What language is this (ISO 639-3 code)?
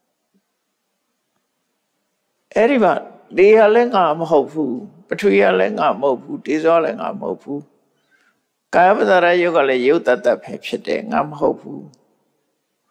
mya